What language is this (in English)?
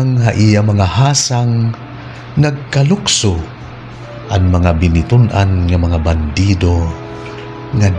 Waray